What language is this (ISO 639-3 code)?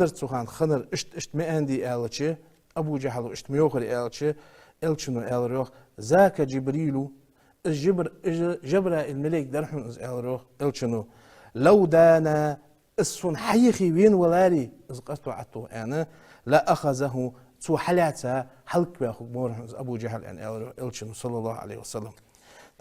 inh